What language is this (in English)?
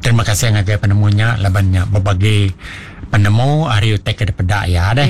Iban